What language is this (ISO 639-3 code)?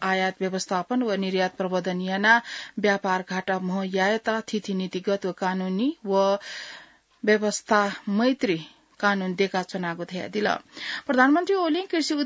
new